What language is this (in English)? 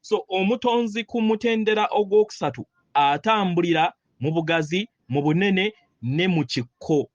Ganda